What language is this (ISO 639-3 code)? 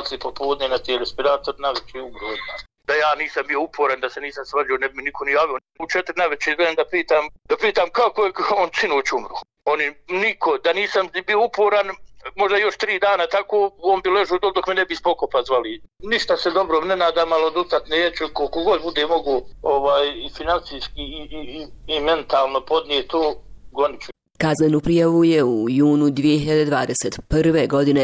bos